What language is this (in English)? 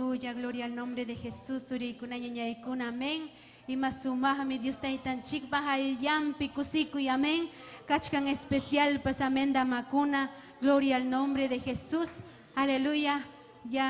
Ayacucho Quechua